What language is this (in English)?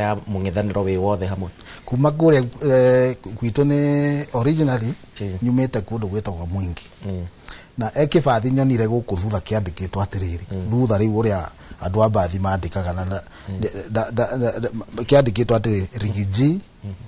Kikuyu